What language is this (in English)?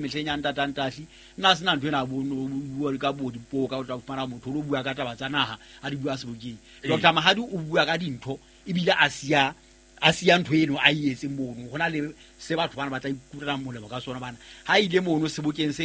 Southern Sotho